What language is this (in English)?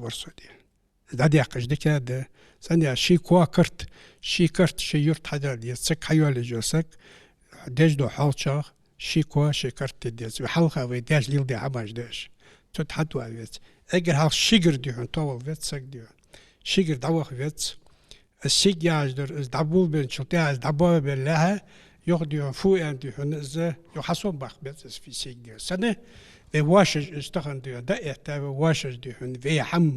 Ingush